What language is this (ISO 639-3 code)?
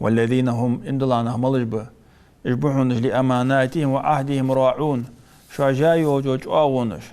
inh